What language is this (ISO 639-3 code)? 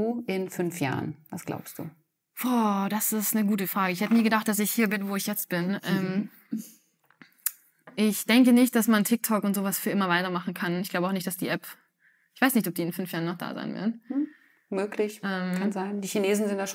deu